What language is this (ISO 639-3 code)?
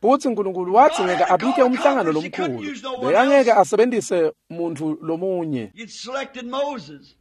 ssw